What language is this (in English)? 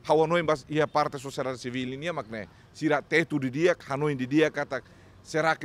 Tetum